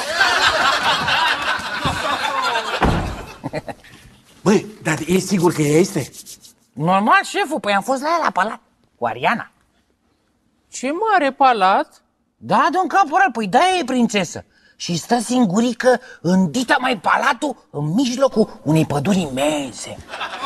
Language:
Romanian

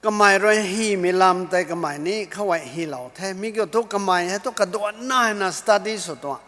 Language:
Rongmei Naga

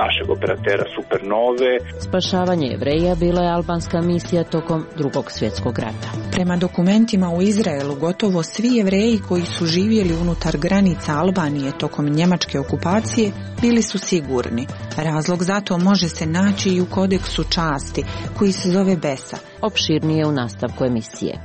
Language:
Croatian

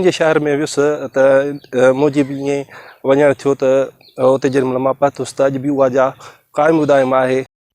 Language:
Sindhi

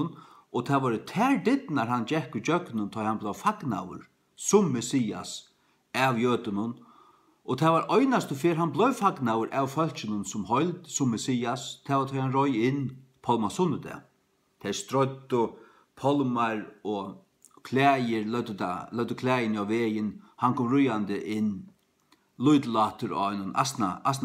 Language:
Faroese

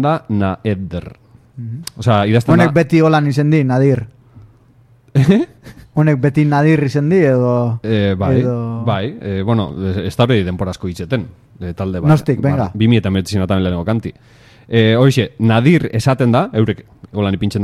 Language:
Basque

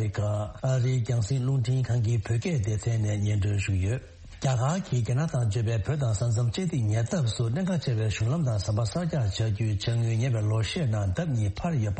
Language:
Tibetan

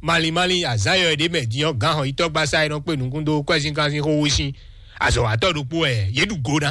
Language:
Fon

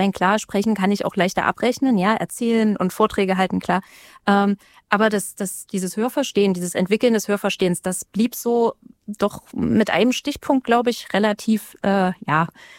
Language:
German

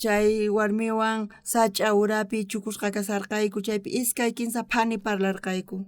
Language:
South Bolivian Quechua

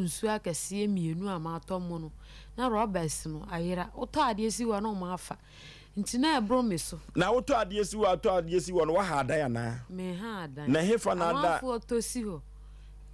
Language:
Akan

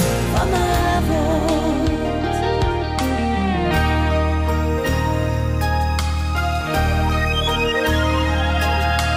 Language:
Dutch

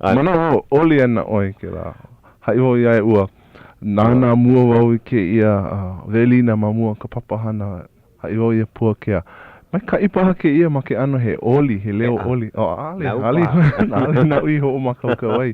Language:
Hawaiian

